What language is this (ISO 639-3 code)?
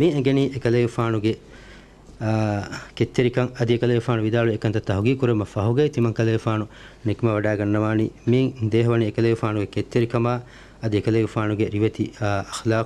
div